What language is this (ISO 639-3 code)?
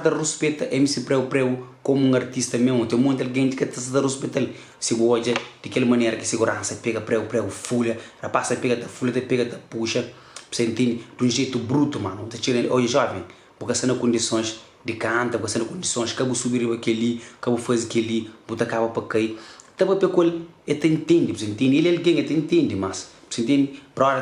kea